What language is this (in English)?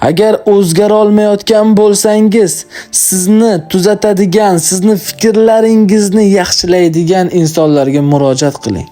Uzbek